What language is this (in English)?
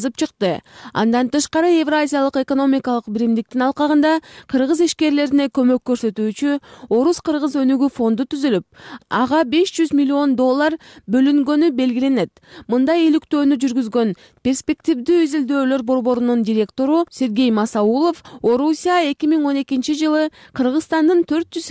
Kyrgyz